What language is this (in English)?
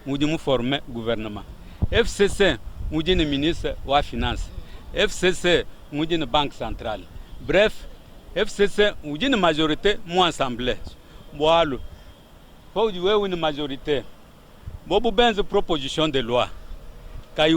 Luba-Lulua